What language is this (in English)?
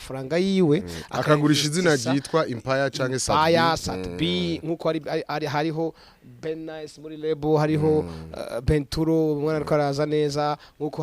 Rundi